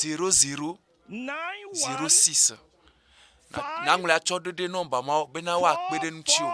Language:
Ewe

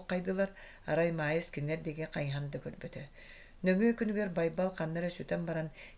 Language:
Yakut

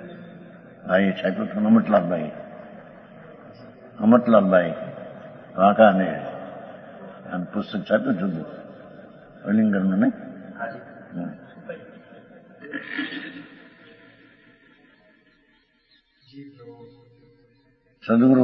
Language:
Gujarati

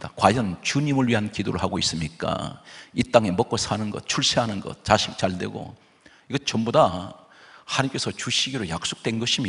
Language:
Korean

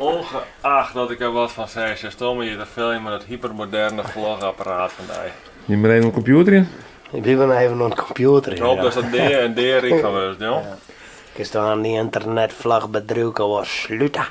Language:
Western Frisian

